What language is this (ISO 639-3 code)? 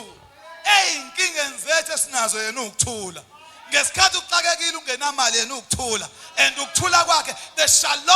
zul